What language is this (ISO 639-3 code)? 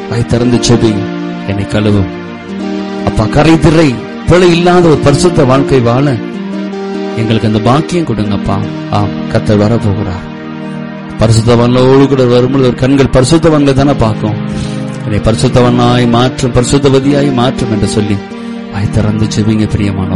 tam